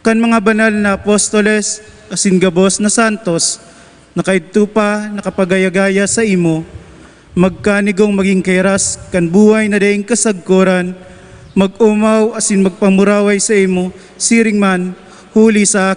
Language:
Bikol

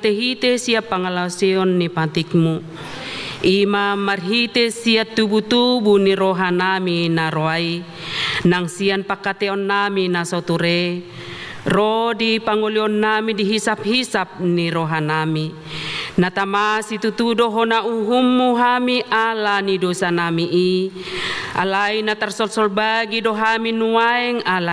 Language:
Batak Toba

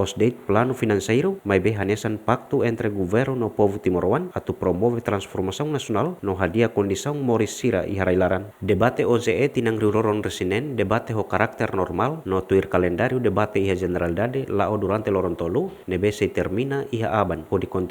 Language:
Tetum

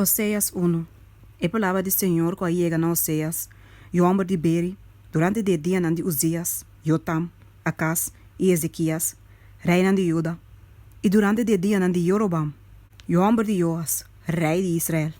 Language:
Papiamento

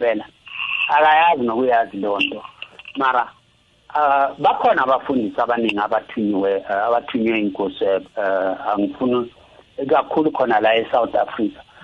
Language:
South Ndebele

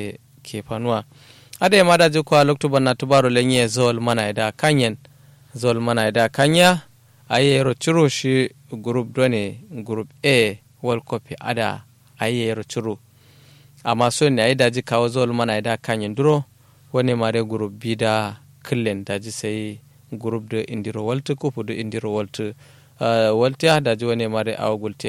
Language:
Kanuri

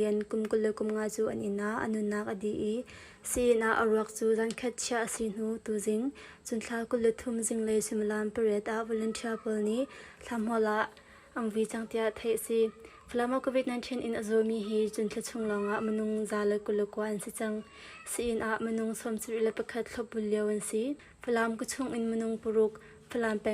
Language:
Hakha Chin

